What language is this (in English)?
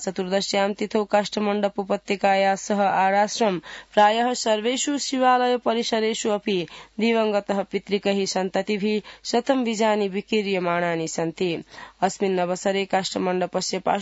Sanskrit